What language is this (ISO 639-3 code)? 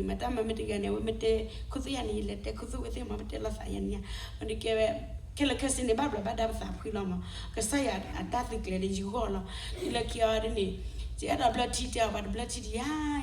ksw